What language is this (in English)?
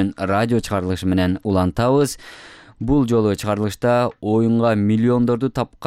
Kyrgyz